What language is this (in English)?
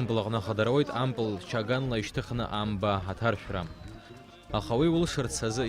Abkhazian